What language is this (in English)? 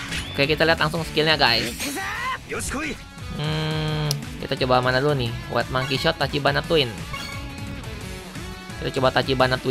Indonesian